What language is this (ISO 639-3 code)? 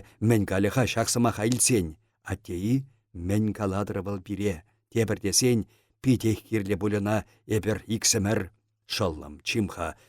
chv